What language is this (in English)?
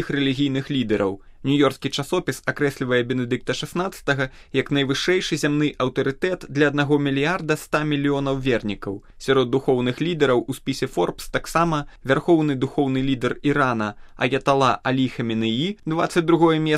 Belarusian